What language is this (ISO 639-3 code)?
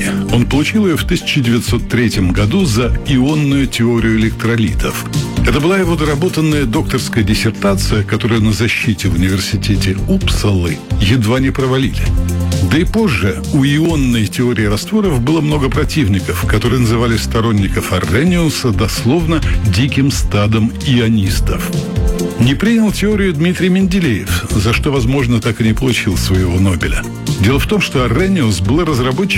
rus